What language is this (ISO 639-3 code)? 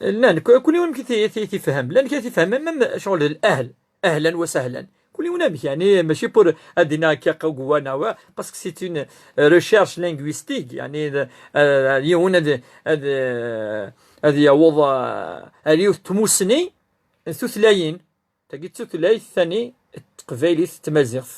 kab